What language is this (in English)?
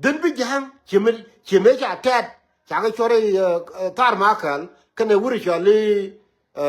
Nuer